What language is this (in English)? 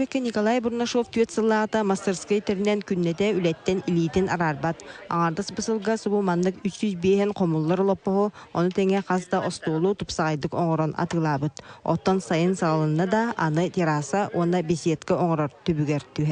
Yakut